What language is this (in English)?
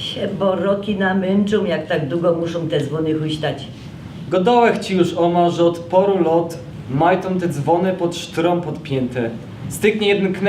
Silesian